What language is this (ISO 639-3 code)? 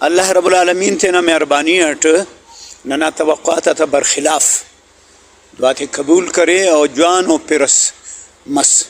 brh